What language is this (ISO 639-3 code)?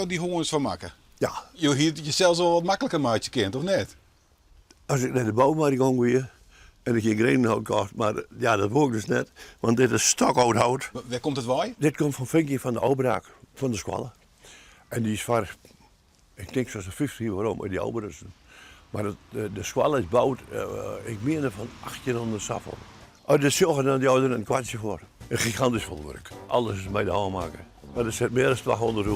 fry